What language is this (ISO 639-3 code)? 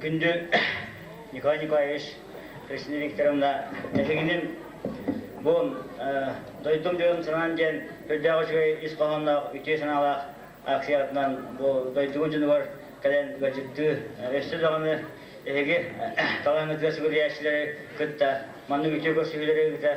sah